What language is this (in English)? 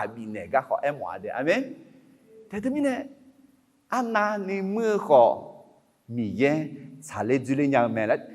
Akha